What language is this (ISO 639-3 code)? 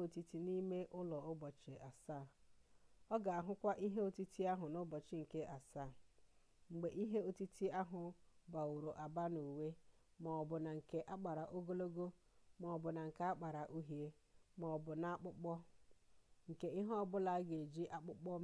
ibo